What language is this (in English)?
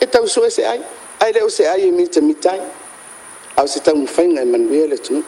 Samoan